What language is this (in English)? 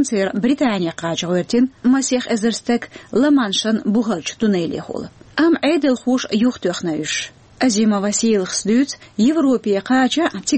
Chechen